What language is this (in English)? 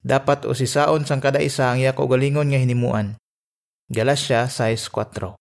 Hiligaynon